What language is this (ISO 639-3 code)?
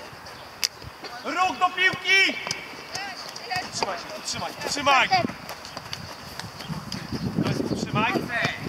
pol